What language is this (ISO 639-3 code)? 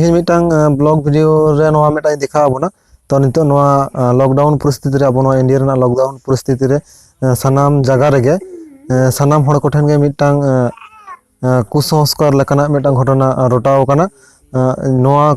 sat